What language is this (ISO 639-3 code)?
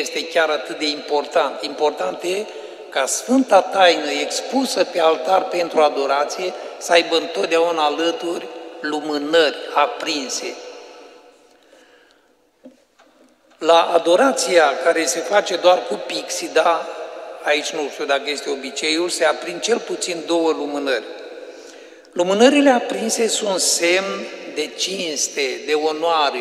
ron